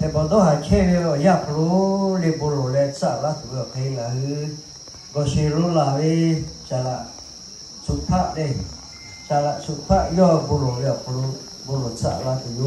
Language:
Lahu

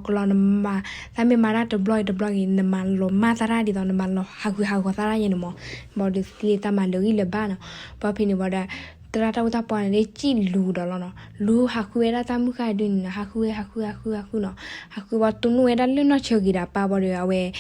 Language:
S'gaw Karen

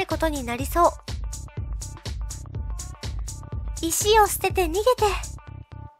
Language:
Japanese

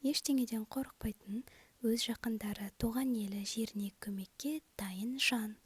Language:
Kazakh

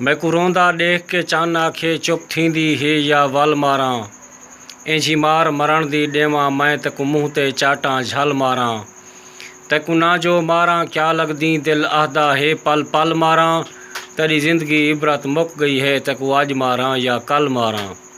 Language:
Saraiki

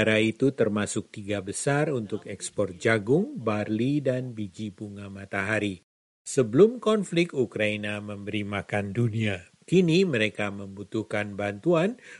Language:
Indonesian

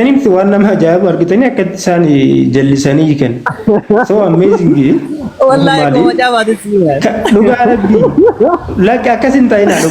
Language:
Oromo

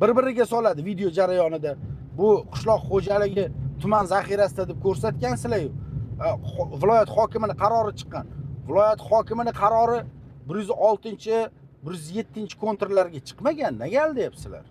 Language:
Uzbek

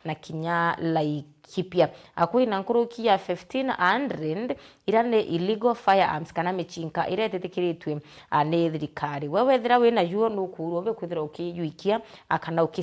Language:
Meru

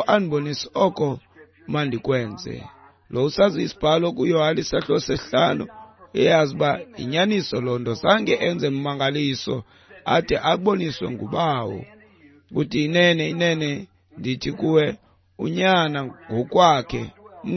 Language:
Xhosa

